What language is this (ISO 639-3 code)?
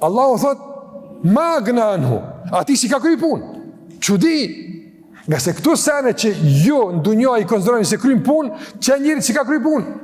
sqi